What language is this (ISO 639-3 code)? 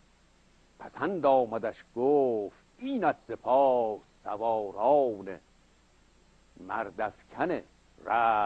fas